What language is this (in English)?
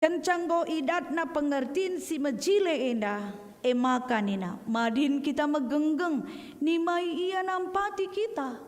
Batak Karo